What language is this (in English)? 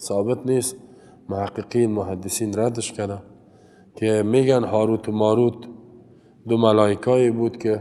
Persian